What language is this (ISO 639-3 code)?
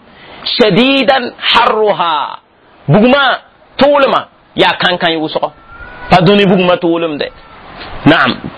mos